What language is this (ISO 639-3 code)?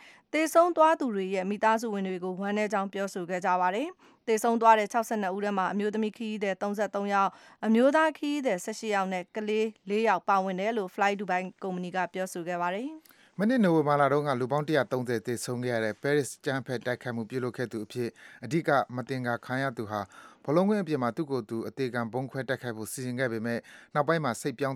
mya